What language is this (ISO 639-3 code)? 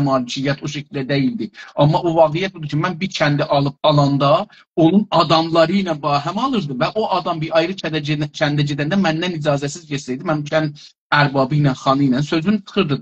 azb